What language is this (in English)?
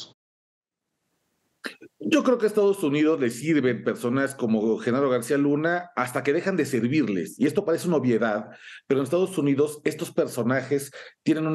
Spanish